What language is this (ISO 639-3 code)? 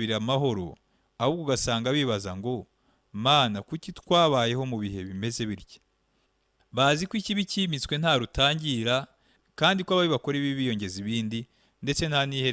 kin